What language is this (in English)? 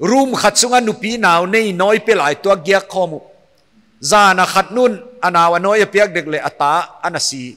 Paite Chin